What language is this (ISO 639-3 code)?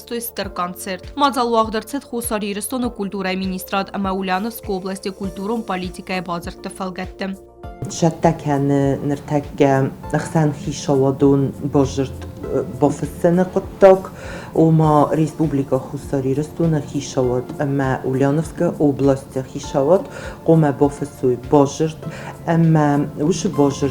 oss